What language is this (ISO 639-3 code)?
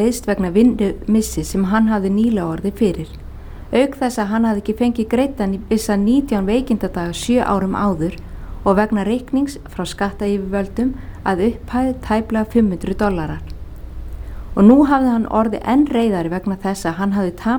isl